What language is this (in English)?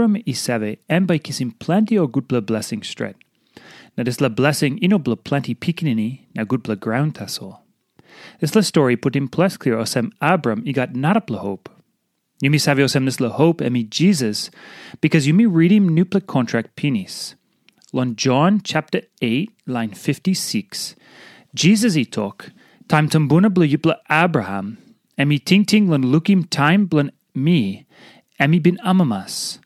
Tok Pisin